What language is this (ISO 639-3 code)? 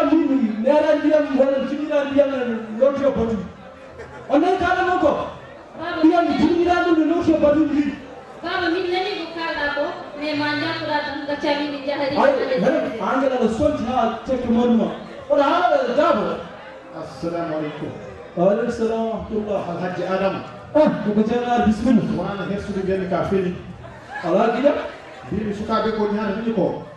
ful